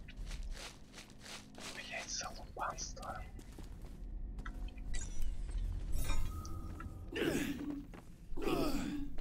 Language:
Russian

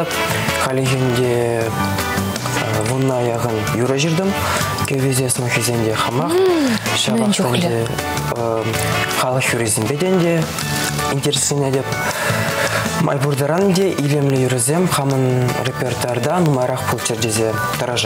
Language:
Chuvash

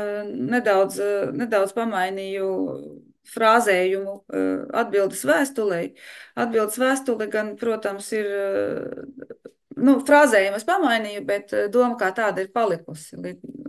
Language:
Latvian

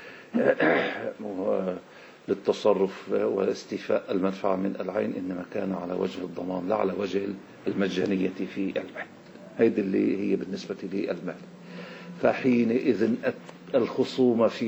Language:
Arabic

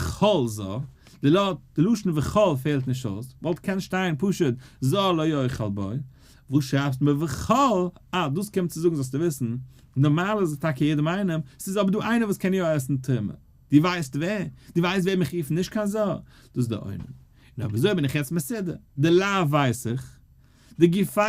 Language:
Yiddish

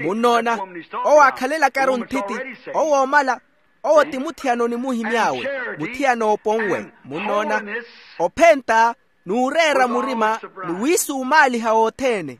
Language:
Makhuwa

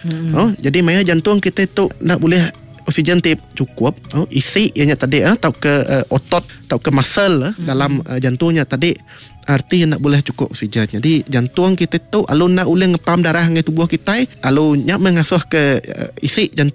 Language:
Iban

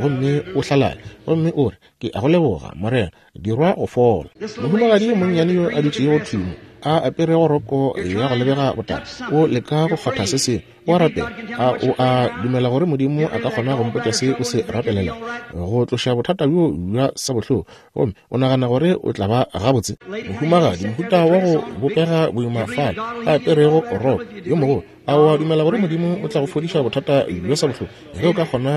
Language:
Northern Sotho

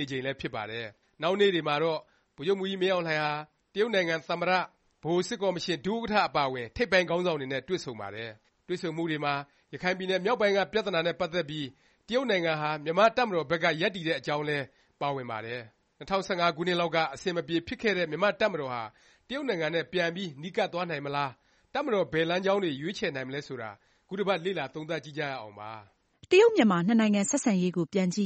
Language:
Burmese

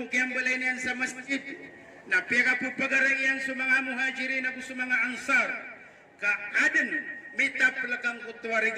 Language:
Maranao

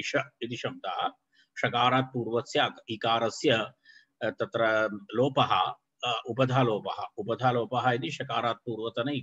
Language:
Sanskrit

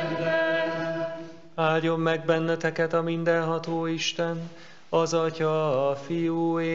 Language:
Hungarian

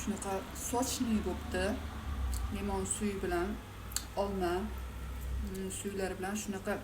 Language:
Uzbek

